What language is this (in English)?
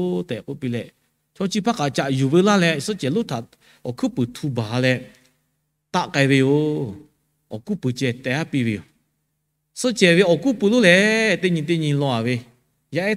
Lahu